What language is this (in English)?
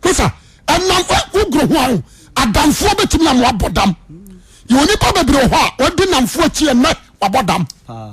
Akan